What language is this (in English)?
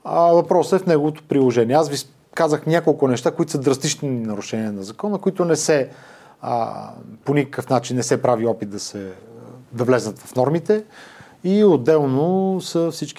Bulgarian